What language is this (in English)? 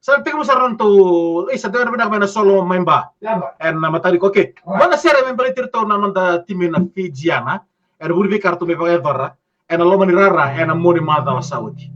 Fijian